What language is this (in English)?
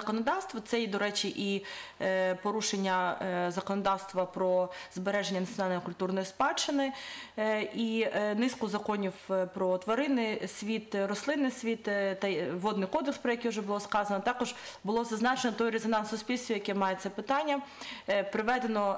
Ukrainian